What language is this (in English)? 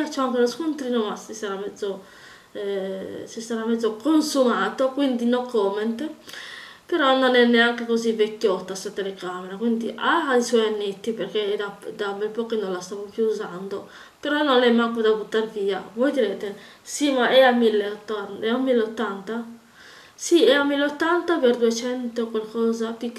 Italian